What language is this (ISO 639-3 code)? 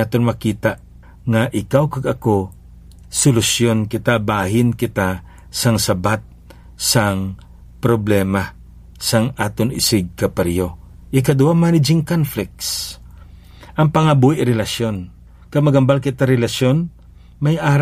hil